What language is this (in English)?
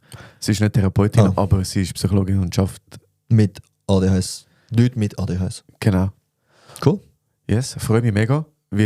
Swiss German